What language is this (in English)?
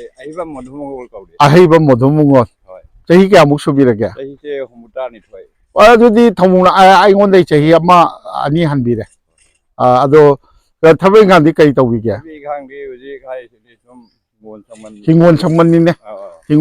Manipuri